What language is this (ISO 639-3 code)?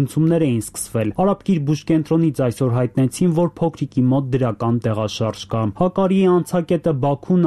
hye